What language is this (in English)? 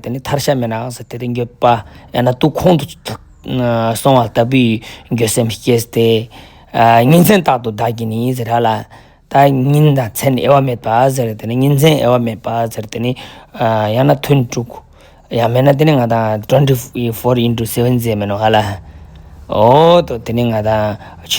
Ladakhi